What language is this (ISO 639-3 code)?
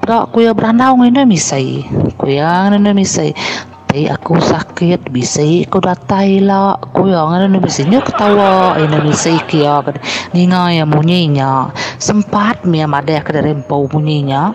iba